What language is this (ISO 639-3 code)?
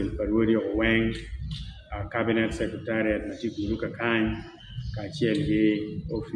ach